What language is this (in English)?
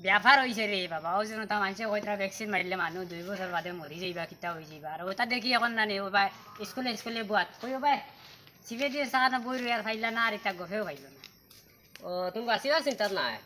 Sylheti